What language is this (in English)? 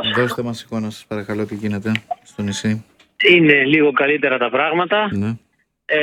Greek